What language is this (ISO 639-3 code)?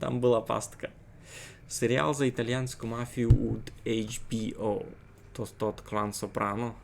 rue